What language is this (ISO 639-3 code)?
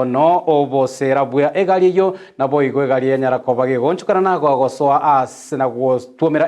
guz